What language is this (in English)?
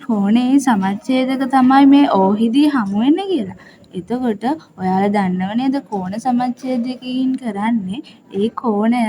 Sinhala